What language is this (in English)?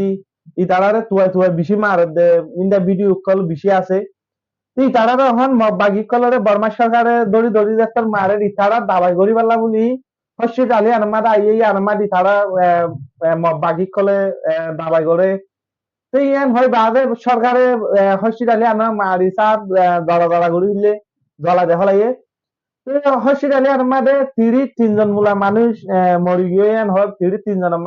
Rohingya